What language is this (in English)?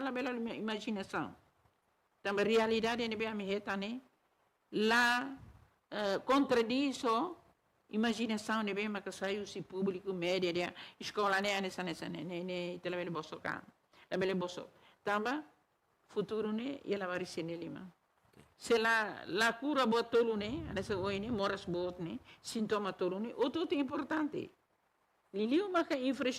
Tetum